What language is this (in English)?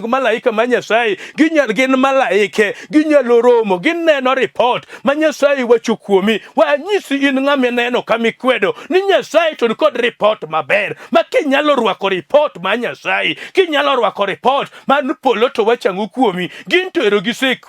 Luo (Kenya and Tanzania)